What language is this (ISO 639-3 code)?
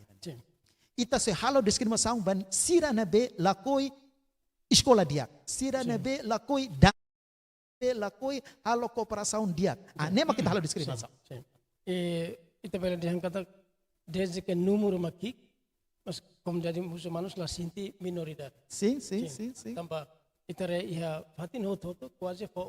tet